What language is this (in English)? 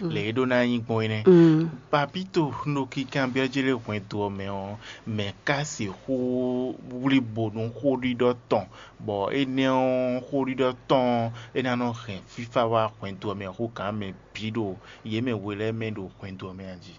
Fon